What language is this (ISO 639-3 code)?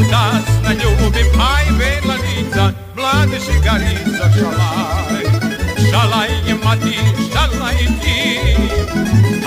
hrv